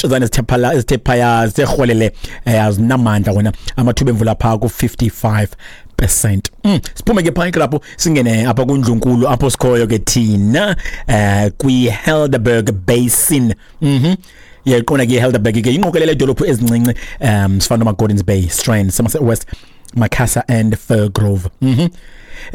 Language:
Xhosa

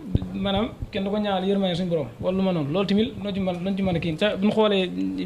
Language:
Wolof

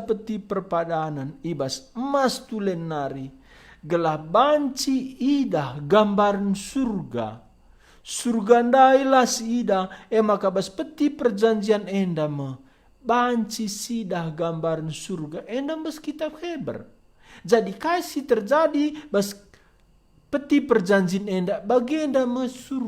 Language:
Batak Karo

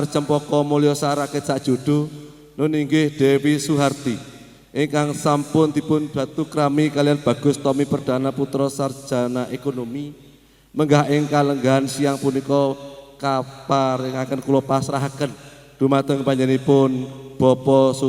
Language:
Javanese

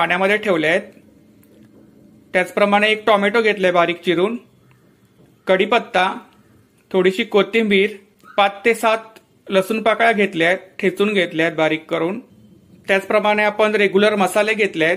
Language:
Marathi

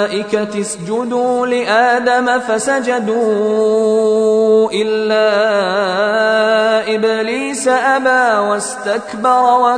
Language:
Arabic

